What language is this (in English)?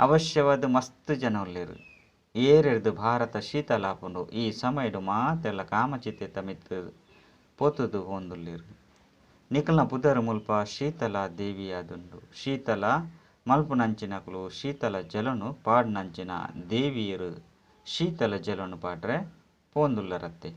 Tulu